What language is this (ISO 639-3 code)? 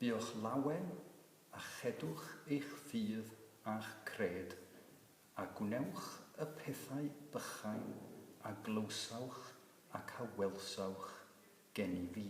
cym